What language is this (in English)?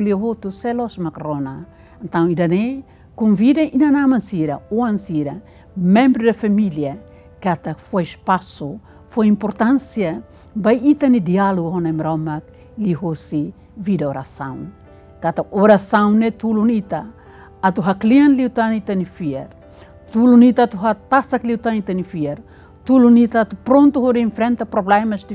Tetum